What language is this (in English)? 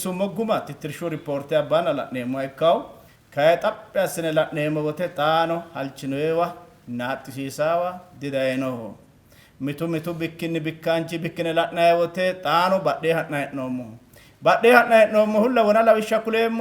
Sidamo